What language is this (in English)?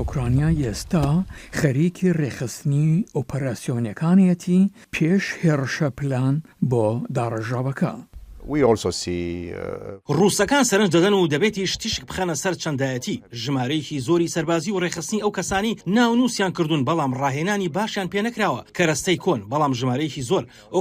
Central Kurdish